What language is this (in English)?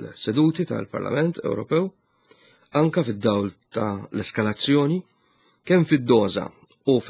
Maltese